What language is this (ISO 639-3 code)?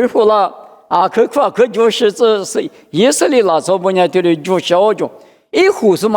lis